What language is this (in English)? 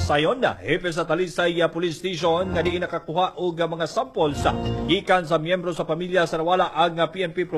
Cebuano